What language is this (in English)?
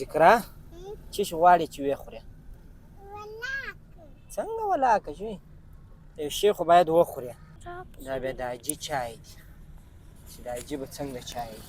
Pashto